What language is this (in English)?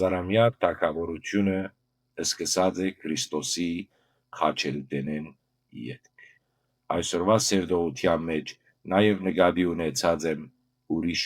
Western Armenian